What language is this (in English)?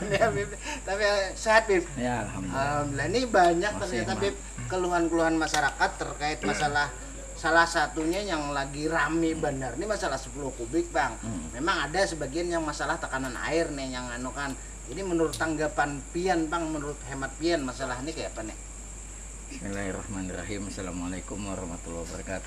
Banjar